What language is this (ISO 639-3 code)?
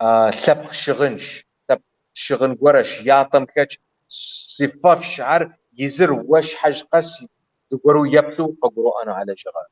kbd